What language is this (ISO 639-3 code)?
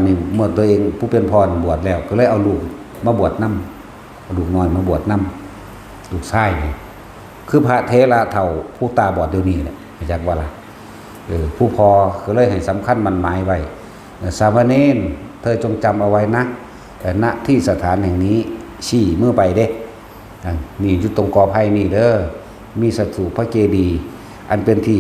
tts